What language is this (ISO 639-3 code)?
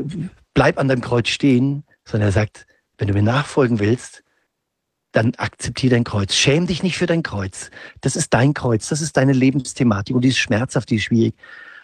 deu